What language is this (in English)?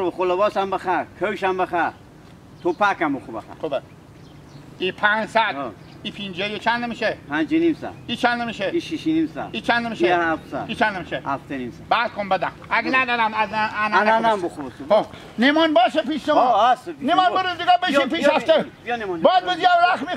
Hazaragi